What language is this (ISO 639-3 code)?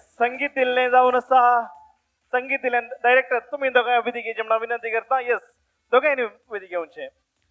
kok